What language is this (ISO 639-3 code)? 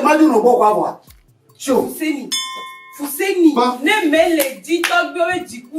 ewe